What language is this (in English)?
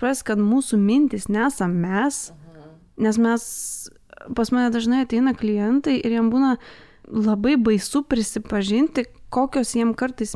Lithuanian